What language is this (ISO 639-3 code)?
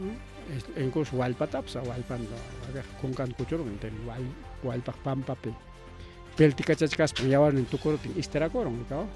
quy